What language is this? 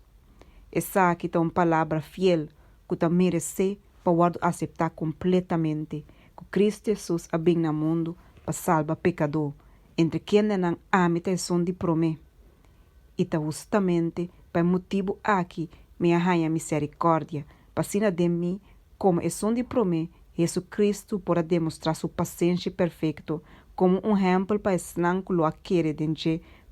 Papiamento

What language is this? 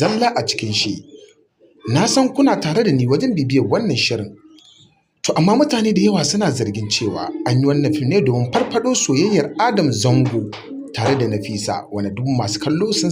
Hausa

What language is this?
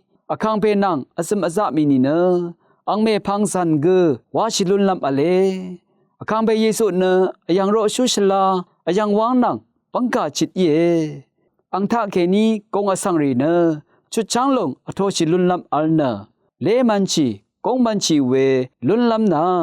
Rawang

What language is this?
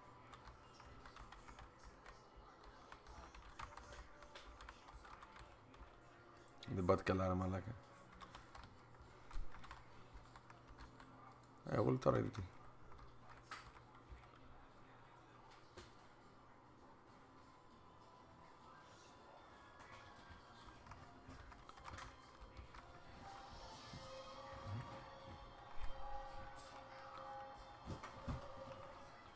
Greek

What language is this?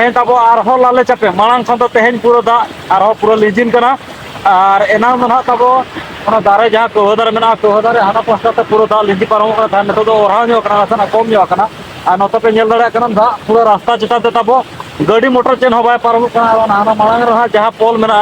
Santali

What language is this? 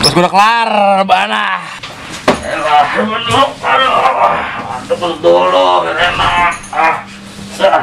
Betawi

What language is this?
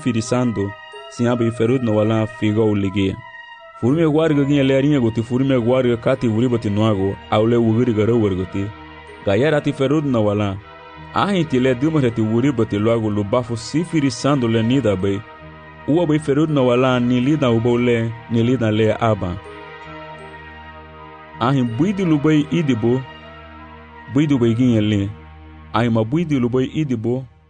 Garifuna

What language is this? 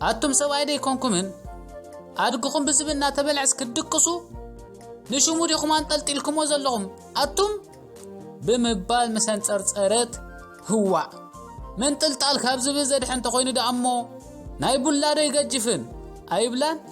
Tigrinya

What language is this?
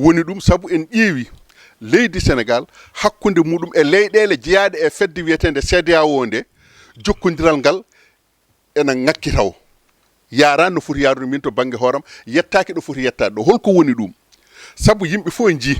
Fula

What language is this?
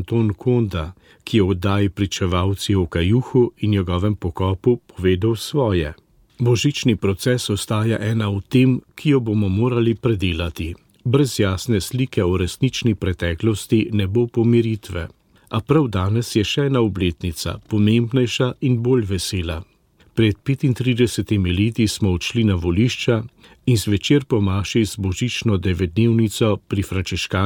Slovenian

